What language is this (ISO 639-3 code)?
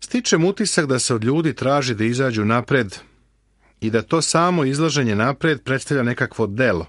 srp